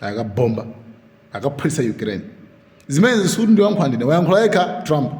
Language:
Nyanja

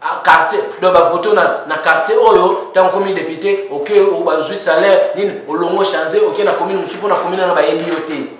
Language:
Lingala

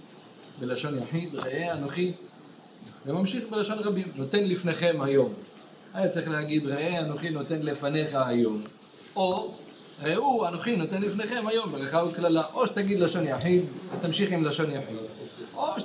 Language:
Hebrew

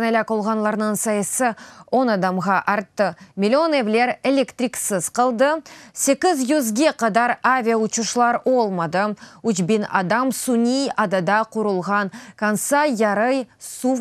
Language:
Crimean Tatar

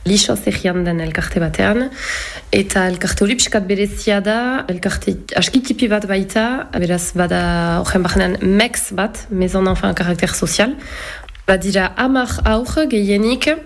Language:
Basque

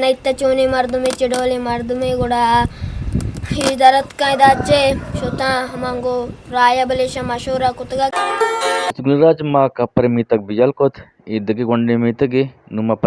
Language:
Eastern Balochi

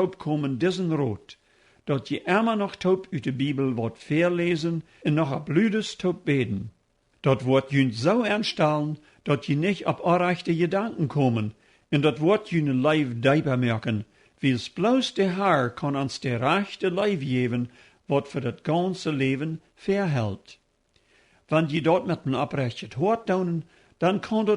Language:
Plautdietsch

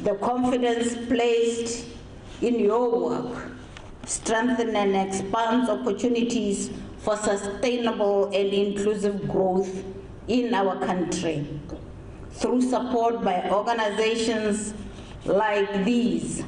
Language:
Tswana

